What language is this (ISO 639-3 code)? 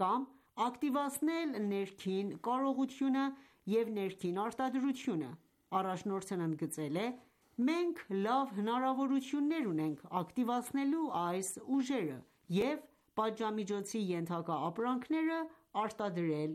hye